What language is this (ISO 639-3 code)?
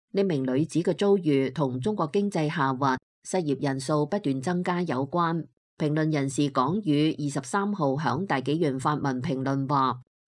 yue